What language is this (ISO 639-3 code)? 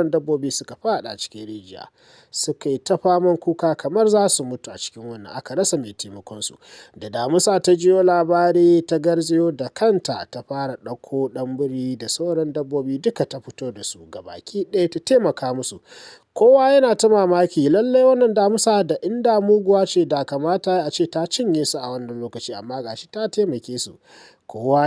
hau